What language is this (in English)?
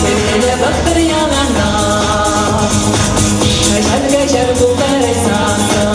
Chuvash